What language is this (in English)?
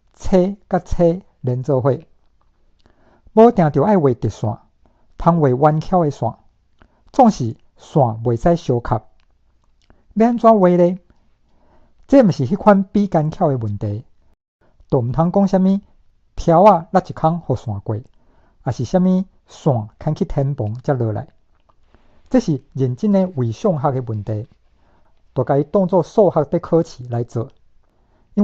Min Nan Chinese